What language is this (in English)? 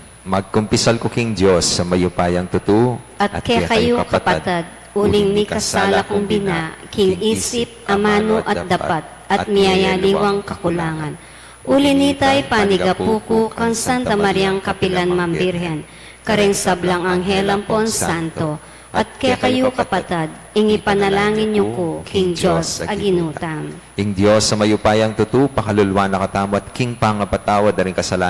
Pampanga